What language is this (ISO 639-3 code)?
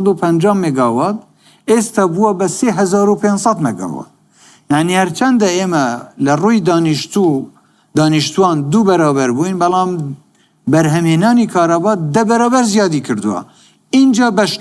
ckb